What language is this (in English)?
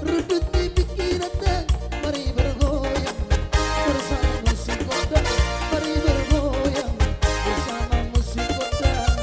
Batak Toba